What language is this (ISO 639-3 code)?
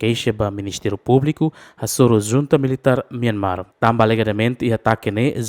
tet